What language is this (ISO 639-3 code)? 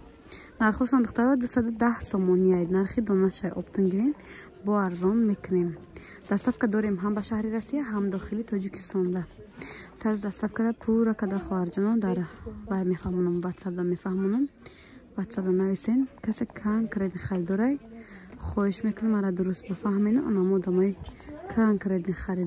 tgk